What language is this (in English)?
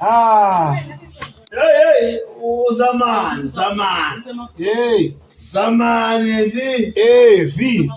Zulu